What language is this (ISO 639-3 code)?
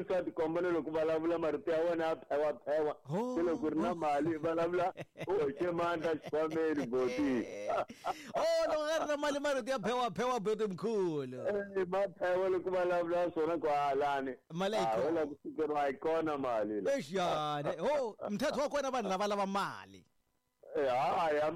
tso